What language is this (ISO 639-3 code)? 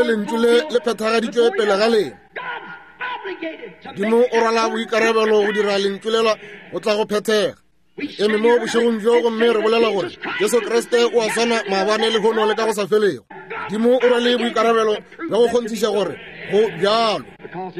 nso